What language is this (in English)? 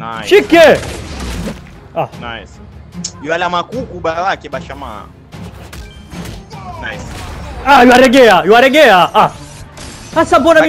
Swahili